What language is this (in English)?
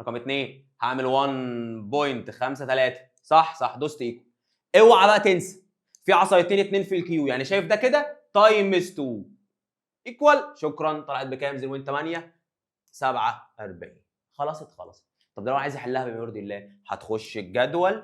Egyptian Arabic